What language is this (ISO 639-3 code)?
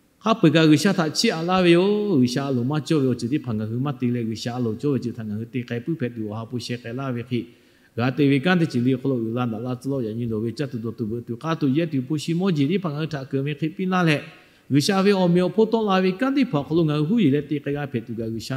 lhu